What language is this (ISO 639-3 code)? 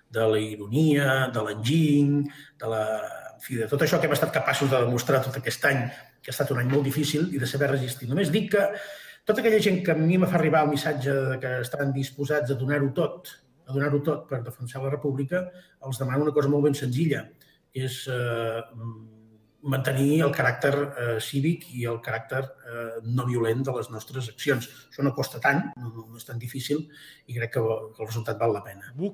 cat